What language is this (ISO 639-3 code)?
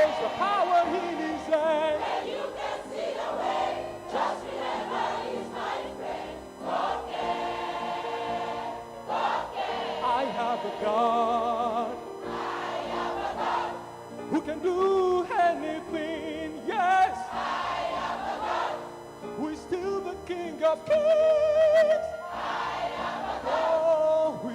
ewe